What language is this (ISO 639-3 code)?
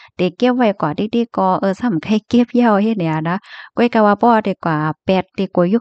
shn